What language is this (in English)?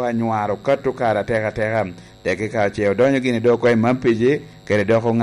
Lango (Uganda)